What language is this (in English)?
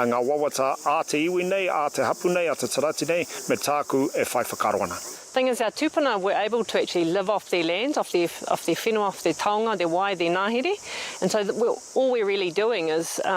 Māori